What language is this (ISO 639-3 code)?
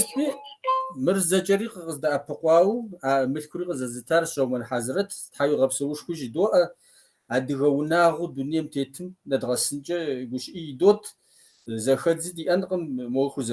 kbd